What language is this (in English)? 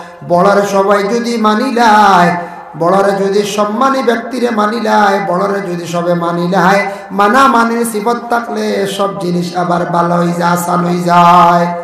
Sylheti